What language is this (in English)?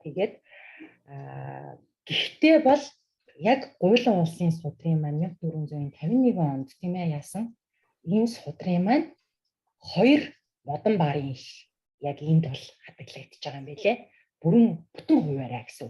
Mongolian